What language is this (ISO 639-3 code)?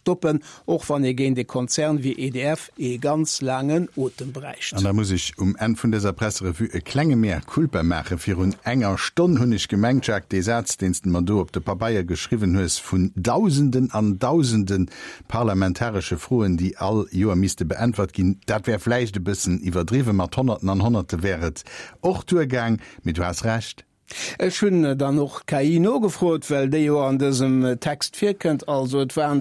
ltz